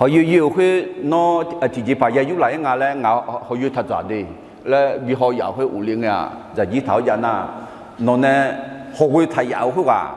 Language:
Akha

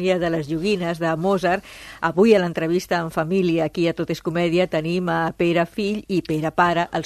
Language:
Catalan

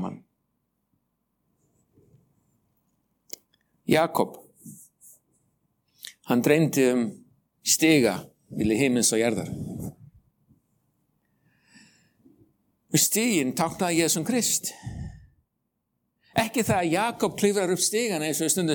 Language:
Icelandic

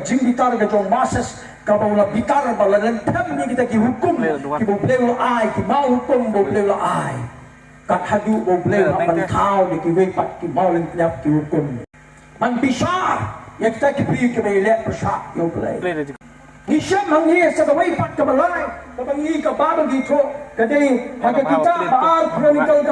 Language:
Khasi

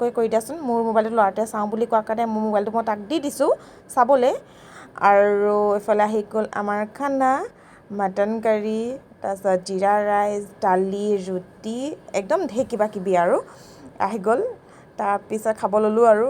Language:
Assamese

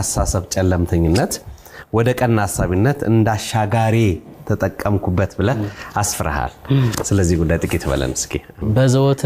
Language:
Amharic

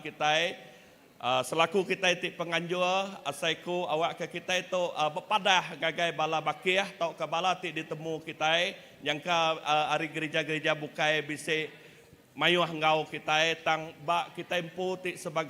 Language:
Iban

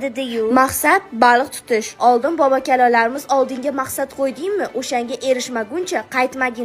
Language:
Uzbek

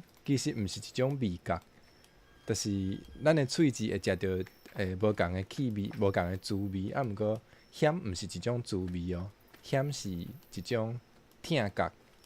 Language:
Min Nan Chinese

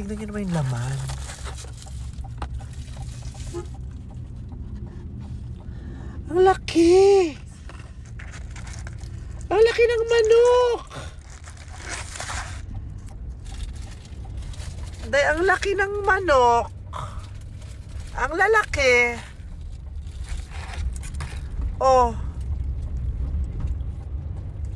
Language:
Filipino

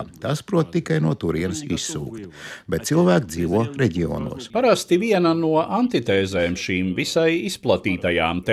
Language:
Latvian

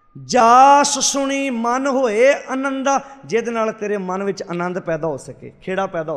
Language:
Punjabi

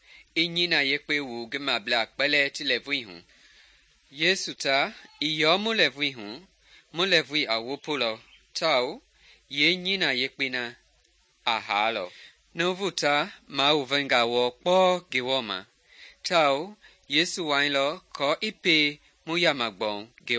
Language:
Mende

